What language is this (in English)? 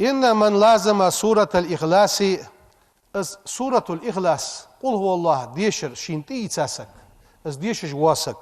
Ingush